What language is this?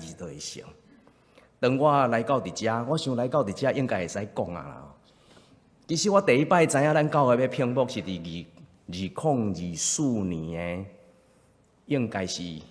Min Nan Chinese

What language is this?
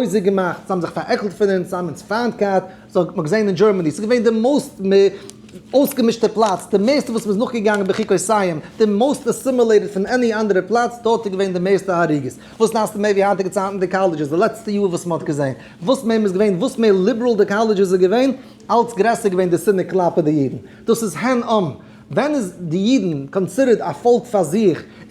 Yiddish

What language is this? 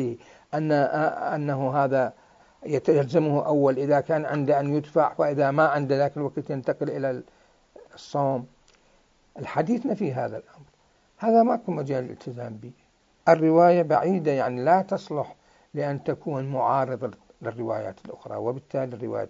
Mesopotamian Arabic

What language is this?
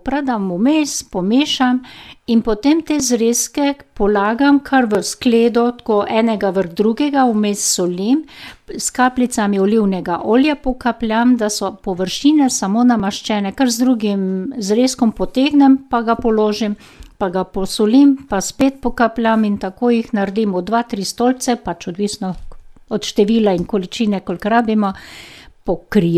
Slovenian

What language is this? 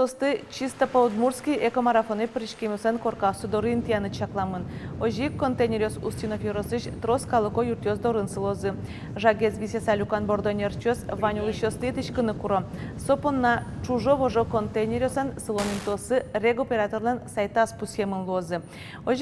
Udmurt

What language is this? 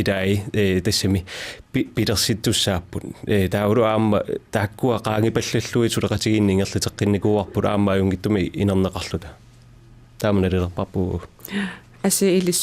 Kalaallisut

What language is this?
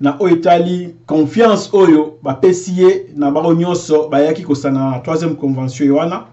Lingala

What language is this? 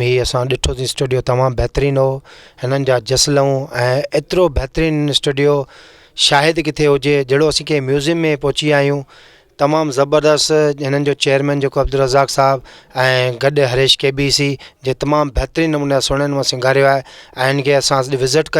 Sindhi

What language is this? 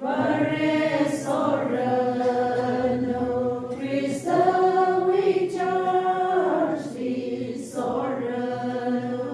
Tangkhul Naga (India)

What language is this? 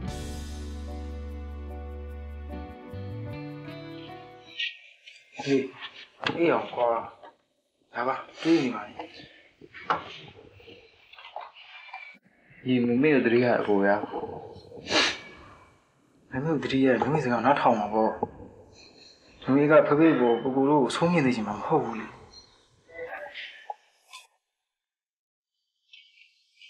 Burmese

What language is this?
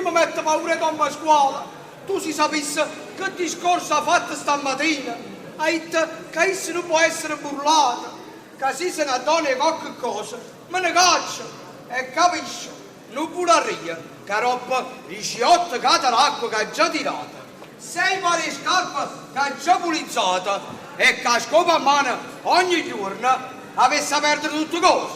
Neapolitan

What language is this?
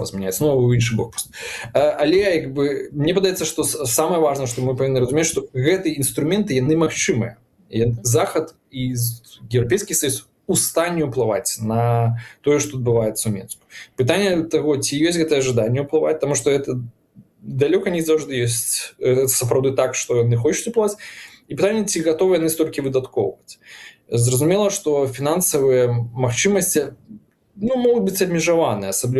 Belarusian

